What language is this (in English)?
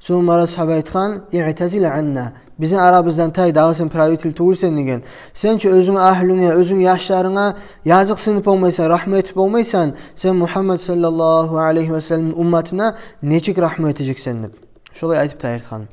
Kumyk